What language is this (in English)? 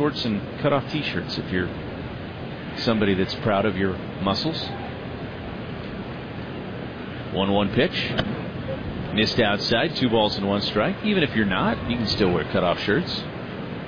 English